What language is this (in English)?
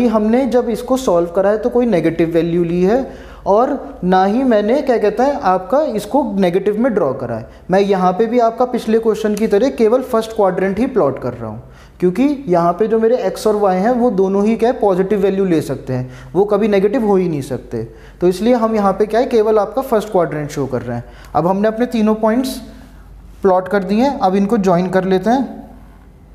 Hindi